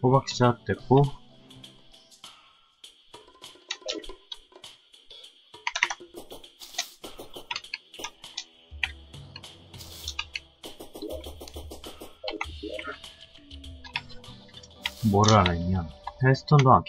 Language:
Korean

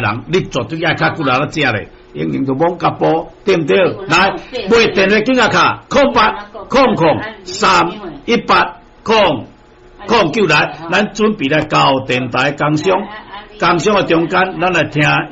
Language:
Min Nan Chinese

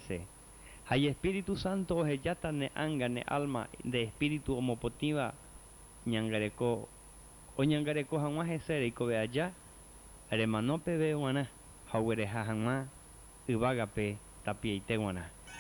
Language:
Guarani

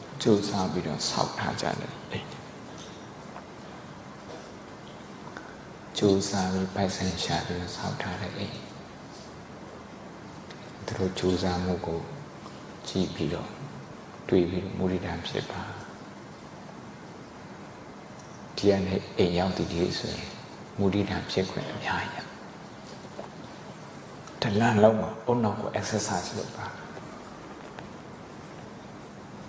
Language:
Burmese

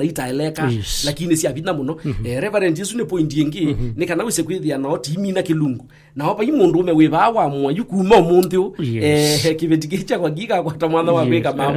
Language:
Kamba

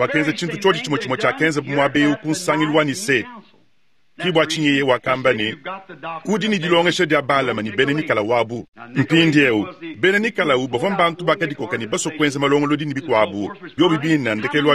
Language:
Luba-Lulua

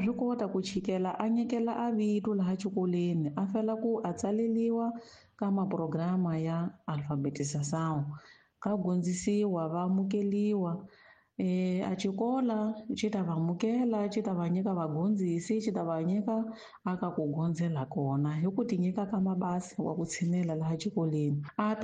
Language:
Tsonga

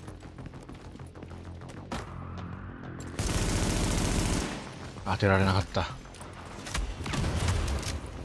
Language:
Japanese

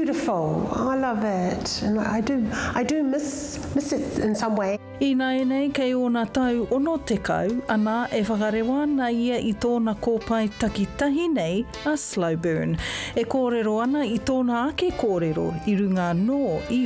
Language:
Māori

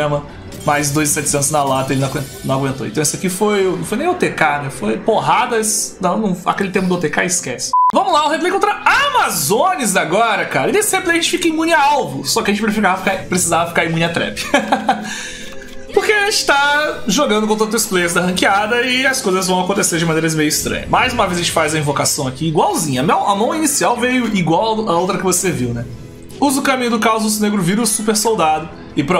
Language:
Portuguese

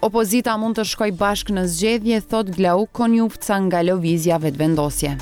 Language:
Albanian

